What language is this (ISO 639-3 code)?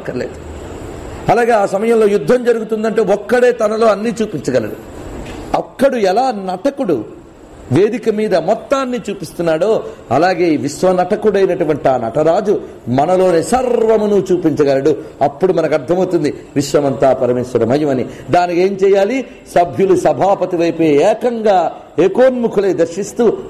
tel